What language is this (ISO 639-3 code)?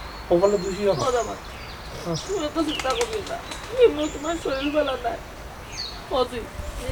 syl